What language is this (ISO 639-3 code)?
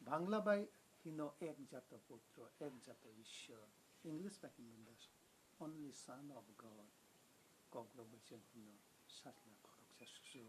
trp